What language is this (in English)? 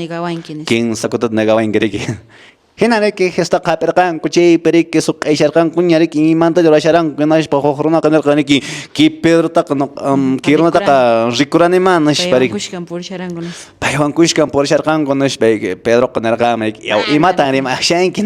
Quechua